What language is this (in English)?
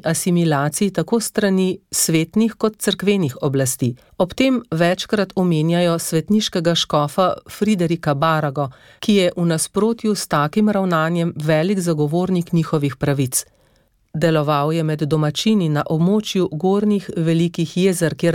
Slovenian